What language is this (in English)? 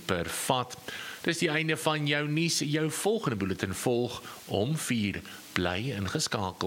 Afrikaans